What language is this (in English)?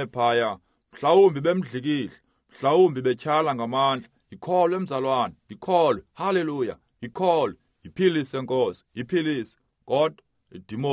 Xhosa